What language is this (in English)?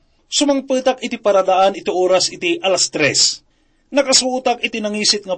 Iloko